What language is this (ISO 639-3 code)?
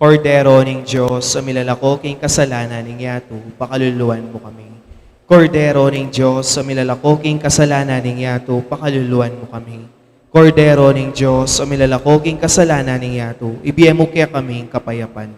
pam